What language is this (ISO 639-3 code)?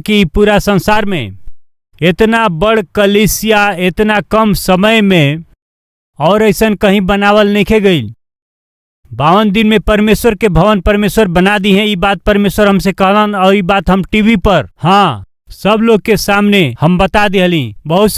bho